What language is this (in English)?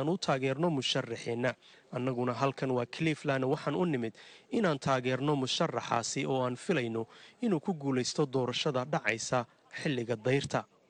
Somali